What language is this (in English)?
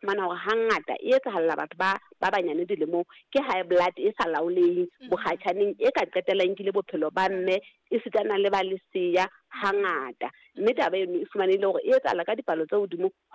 Southern Sotho